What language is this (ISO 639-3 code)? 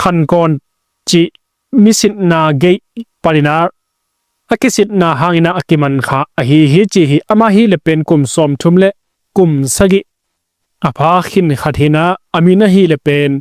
ctd